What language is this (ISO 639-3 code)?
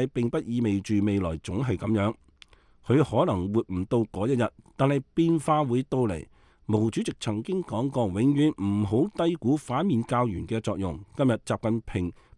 yue